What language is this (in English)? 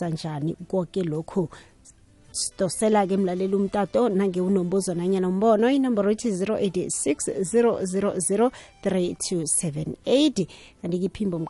South Ndebele